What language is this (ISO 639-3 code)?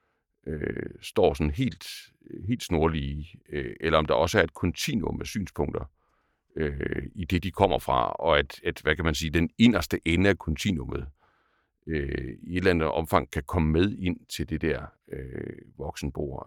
dan